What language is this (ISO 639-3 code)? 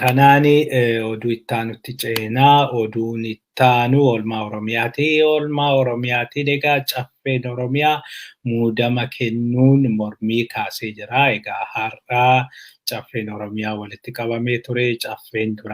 orm